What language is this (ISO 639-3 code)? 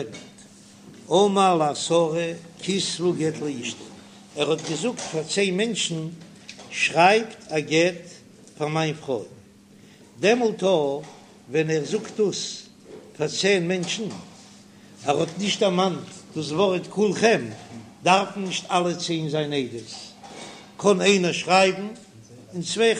yid